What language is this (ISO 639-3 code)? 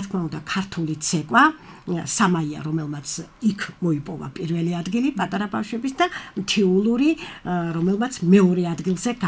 kat